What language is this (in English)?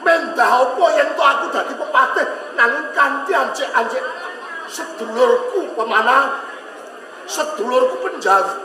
Javanese